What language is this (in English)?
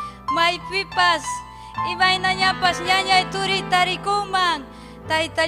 Ayacucho Quechua